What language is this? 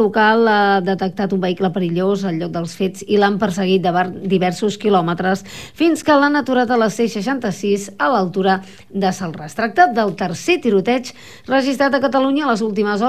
Catalan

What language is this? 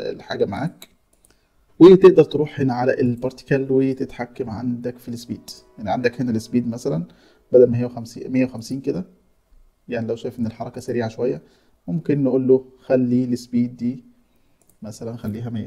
Egyptian Arabic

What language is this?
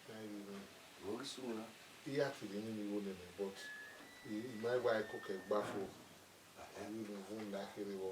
Bini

